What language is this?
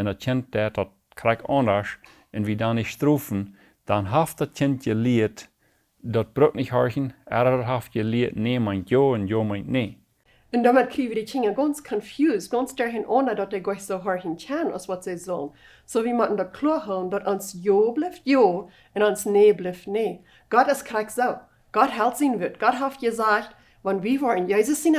Plautdietsch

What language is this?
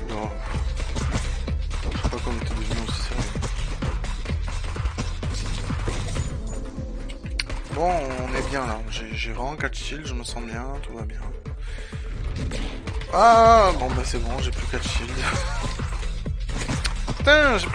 French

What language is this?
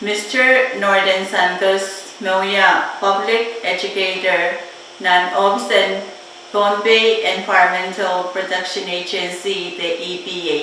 Pohnpeian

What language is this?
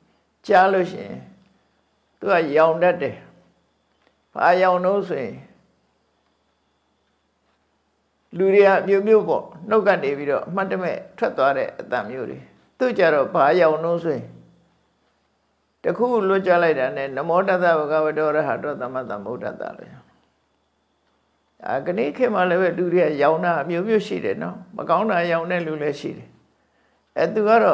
Burmese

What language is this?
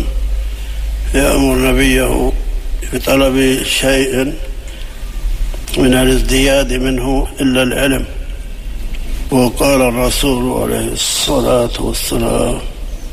Arabic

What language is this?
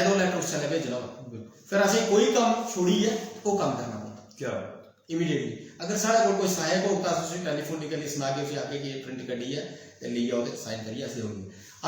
Dogri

